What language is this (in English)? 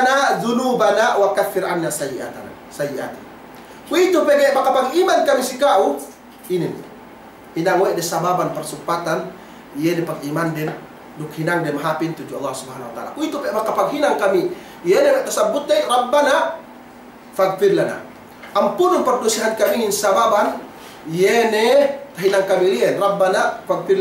Yakan